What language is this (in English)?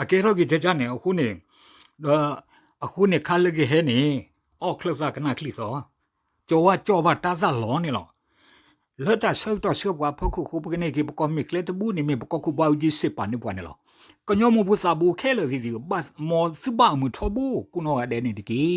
S'gaw Karen